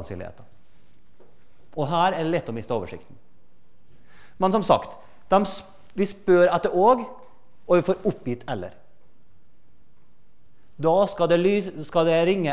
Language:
Norwegian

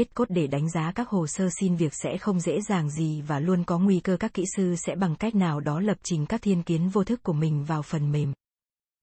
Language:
Vietnamese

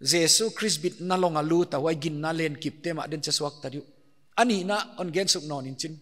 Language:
Paite Chin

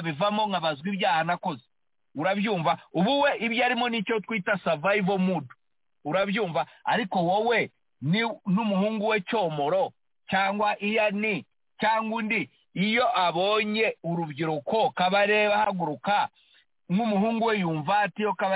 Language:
Kinyarwanda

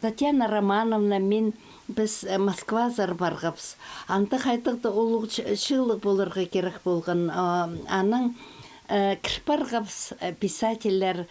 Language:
Khakas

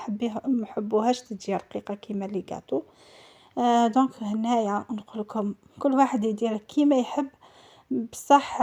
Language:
Algerian Arabic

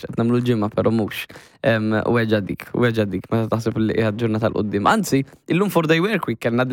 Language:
Maltese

